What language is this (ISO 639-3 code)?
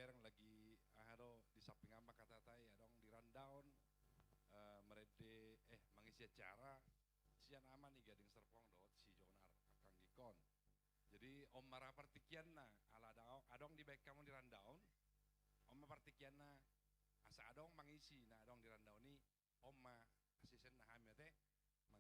bbc